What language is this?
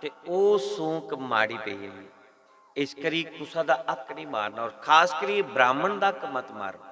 Dogri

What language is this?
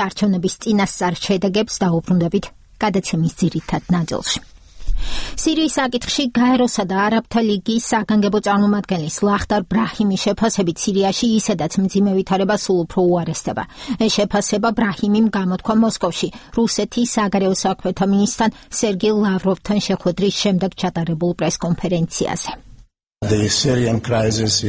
Georgian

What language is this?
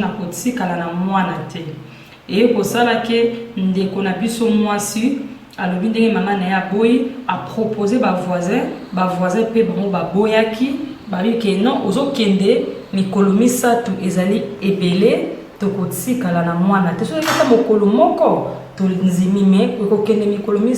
Lingala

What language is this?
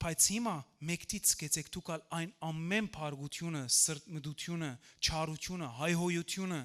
Western Armenian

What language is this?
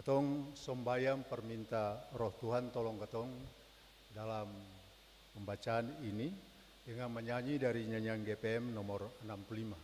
Ambonese Malay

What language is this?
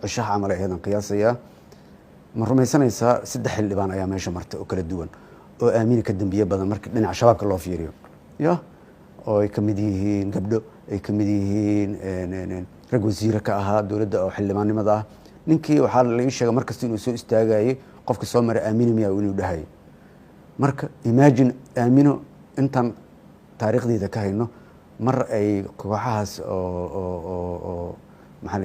Somali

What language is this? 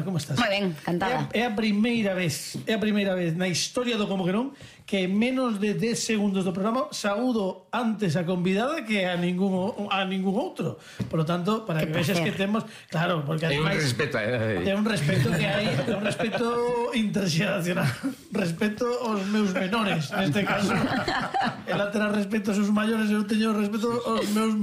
Galician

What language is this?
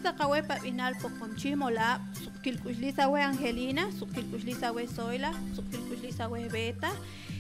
Poqomchi'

